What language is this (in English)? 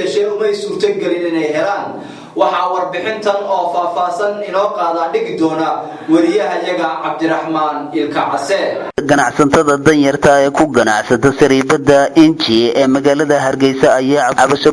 Somali